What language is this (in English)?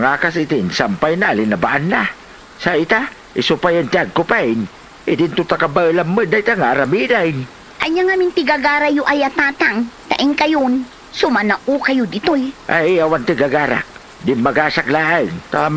Iloko